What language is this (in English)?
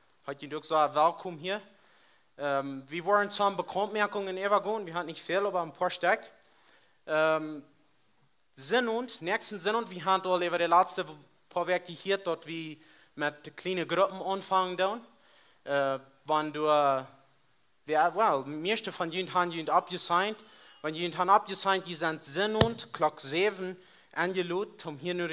Plautdietsch